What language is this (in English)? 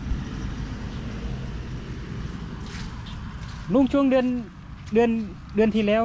Thai